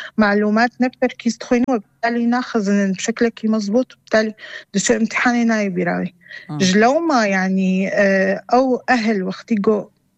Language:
North Levantine Arabic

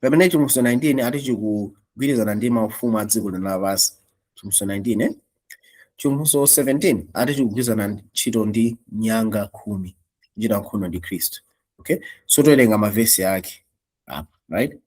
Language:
Nyanja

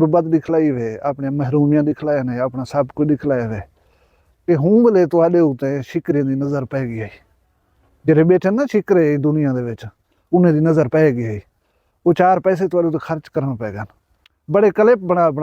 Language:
Saraiki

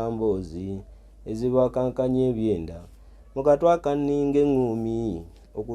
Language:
Ganda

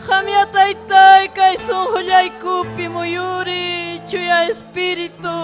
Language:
Ayacucho Quechua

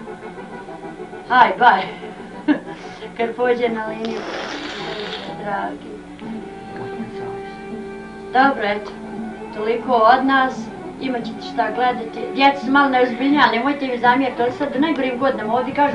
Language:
Bosnian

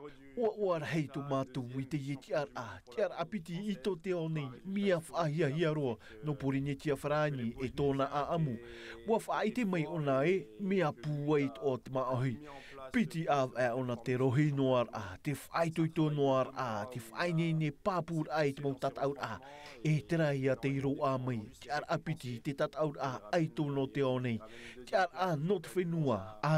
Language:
Tahitian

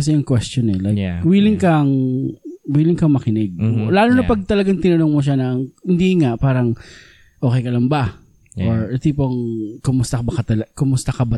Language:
Filipino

